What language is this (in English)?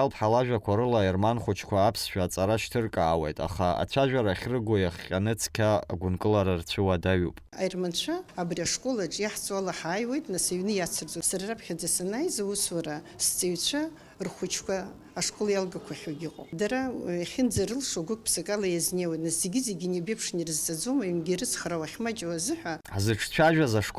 Abkhazian